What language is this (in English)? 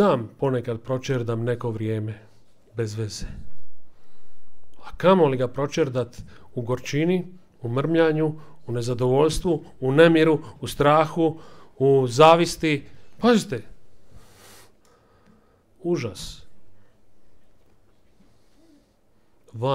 Croatian